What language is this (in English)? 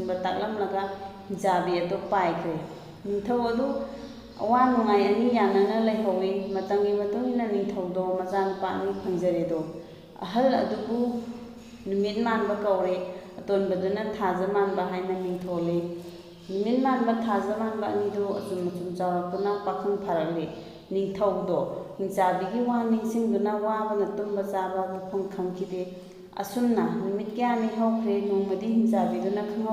Manipuri